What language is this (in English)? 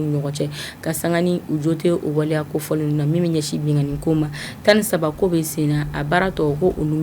Bambara